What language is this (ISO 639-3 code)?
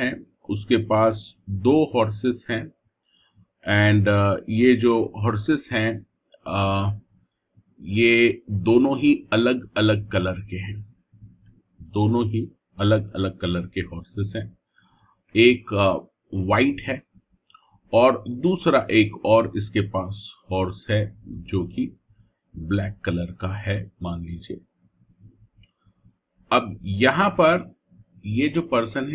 hin